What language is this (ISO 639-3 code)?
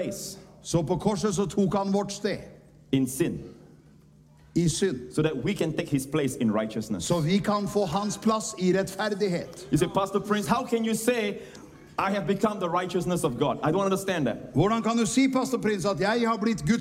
nor